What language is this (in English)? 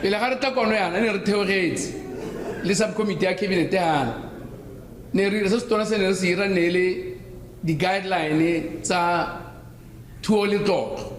Tswana